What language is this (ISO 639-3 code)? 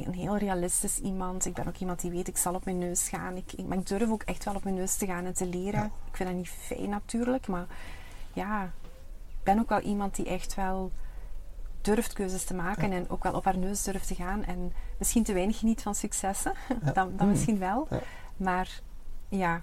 nld